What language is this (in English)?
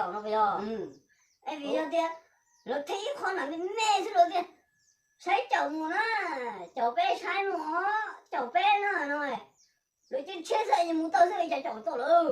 Hmong